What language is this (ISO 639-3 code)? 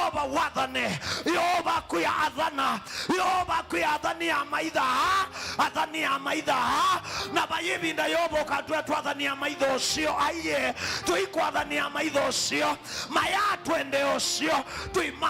kam